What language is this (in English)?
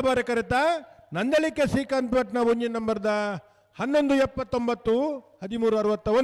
Tulu